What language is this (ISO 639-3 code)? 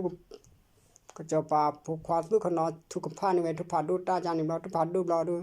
ksw